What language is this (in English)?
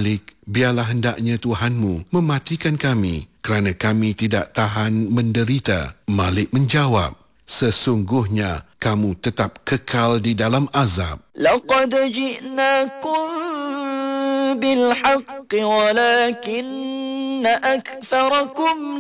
Malay